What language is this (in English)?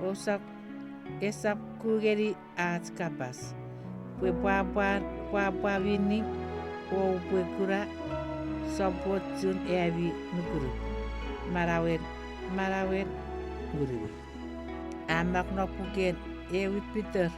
Chuukese